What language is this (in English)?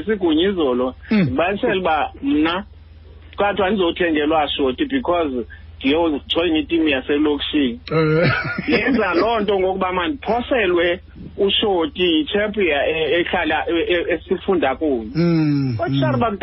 Xhosa